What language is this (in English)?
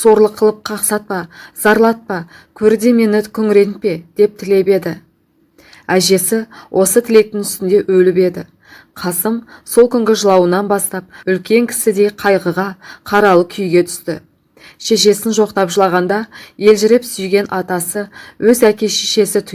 Kazakh